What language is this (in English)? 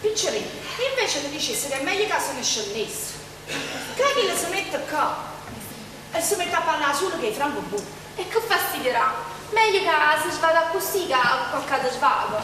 Neapolitan